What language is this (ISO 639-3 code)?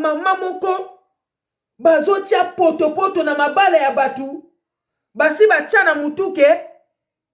lin